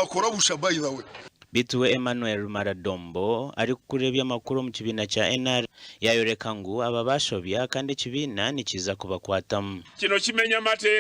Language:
Nyankole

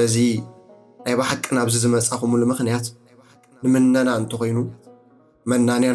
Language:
Tigrinya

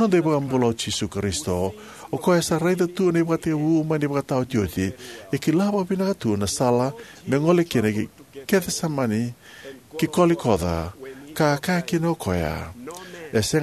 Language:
Fijian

